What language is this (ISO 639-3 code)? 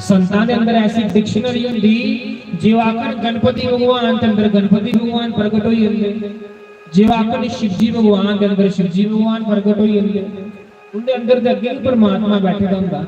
doi